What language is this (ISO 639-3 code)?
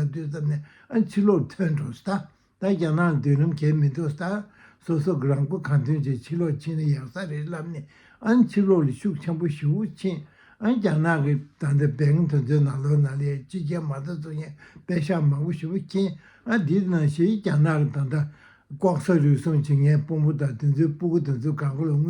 bod